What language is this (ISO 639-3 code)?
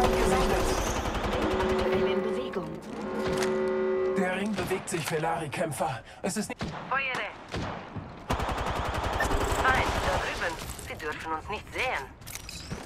deu